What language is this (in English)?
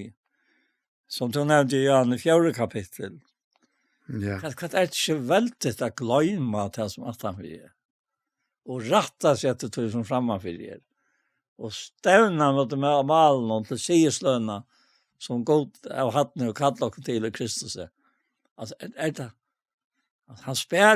Faroese